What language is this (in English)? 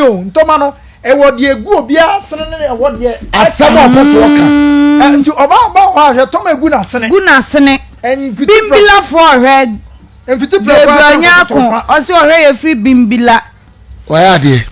Akan